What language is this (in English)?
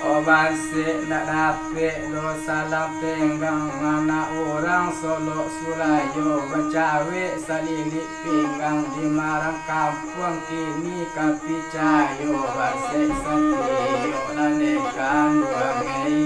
Minangkabau